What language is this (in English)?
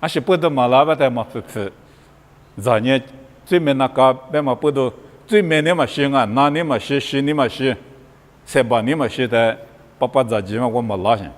Lisu